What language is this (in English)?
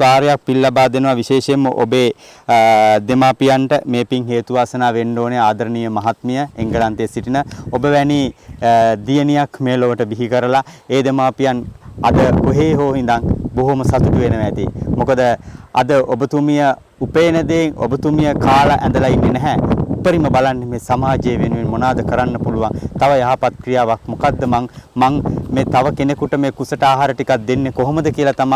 Sinhala